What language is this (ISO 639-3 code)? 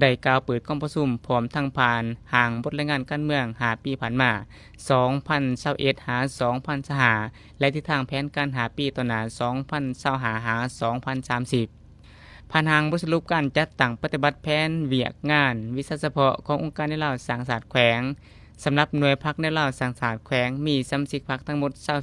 lao